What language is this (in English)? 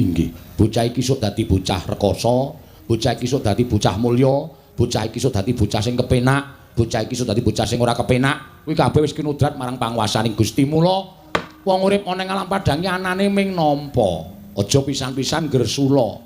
Javanese